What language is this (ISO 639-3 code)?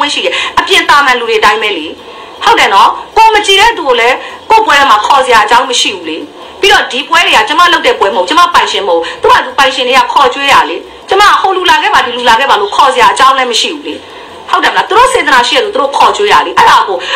mya